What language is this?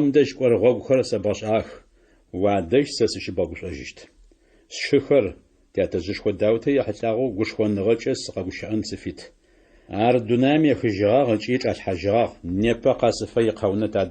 Adyghe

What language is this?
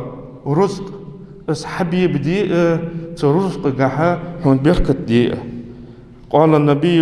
Ingush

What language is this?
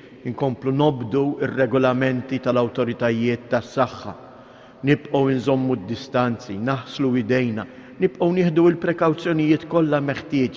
Maltese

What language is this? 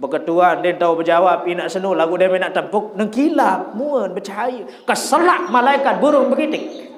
Sasak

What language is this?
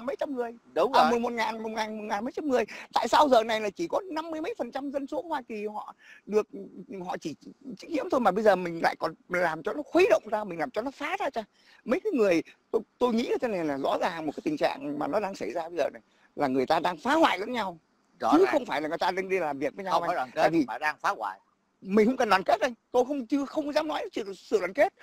Vietnamese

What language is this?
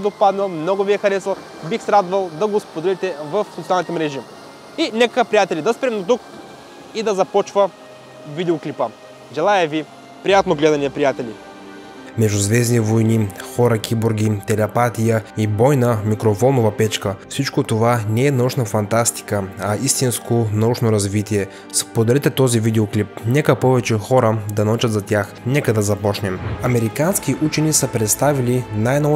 Bulgarian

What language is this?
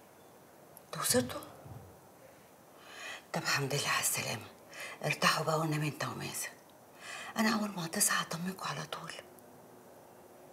Egyptian Arabic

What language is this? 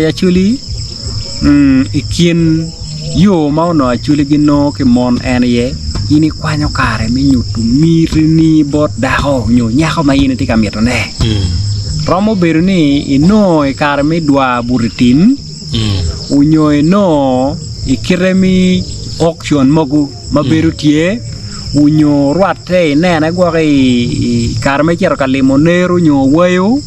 Acoli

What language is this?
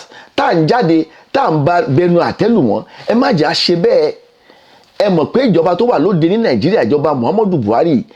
Yoruba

